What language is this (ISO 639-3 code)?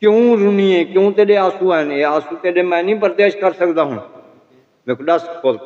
skr